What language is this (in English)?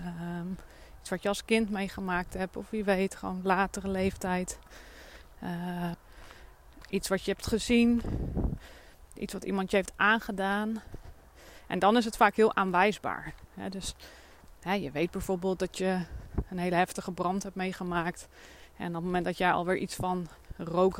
Dutch